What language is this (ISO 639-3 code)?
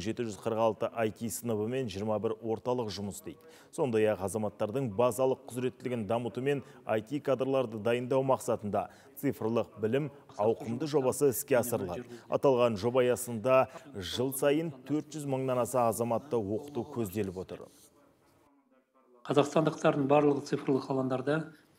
kaz